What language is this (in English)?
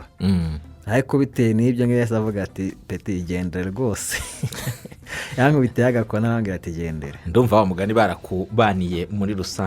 Kinyarwanda